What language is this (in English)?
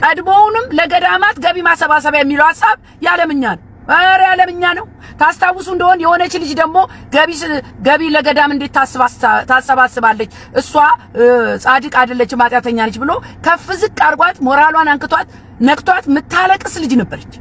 Amharic